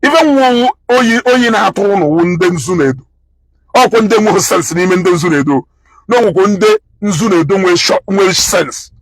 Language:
Igbo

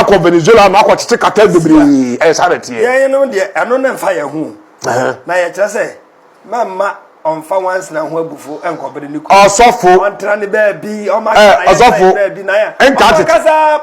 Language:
Akan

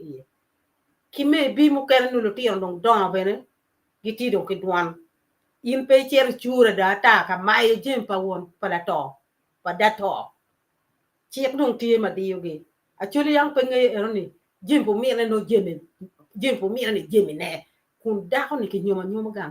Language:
Acoli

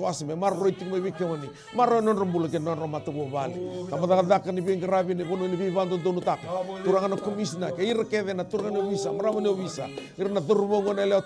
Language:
Fijian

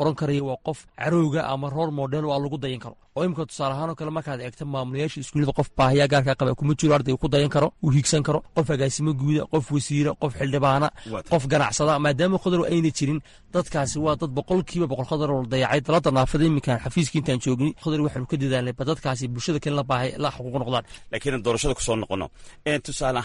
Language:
Somali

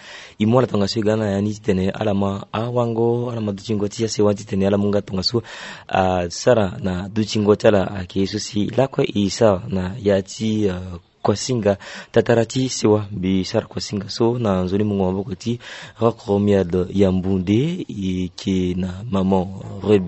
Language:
Sango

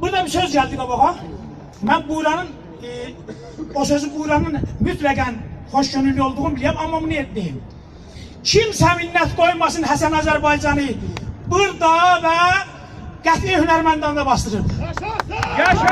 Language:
South Azerbaijani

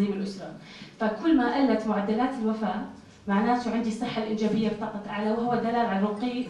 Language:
North Levantine Arabic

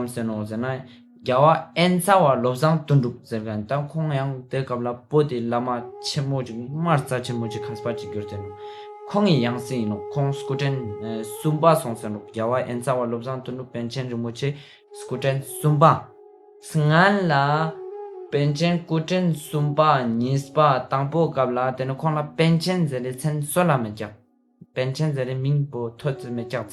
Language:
Ladakhi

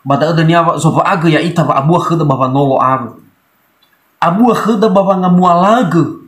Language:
Nias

